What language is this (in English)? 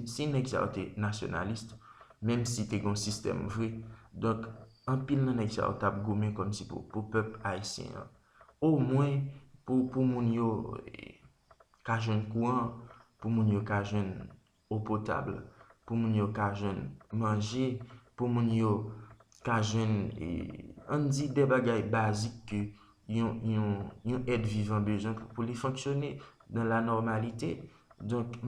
Haitian Creole